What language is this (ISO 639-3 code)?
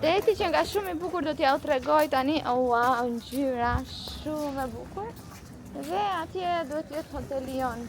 sqi